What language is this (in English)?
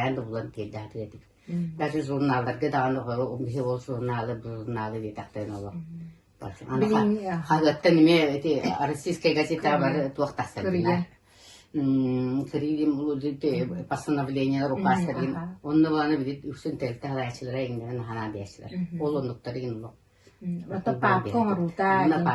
Yakut